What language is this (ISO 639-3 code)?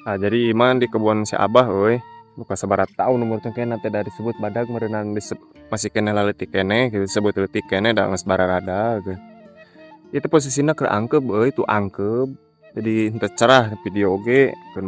sun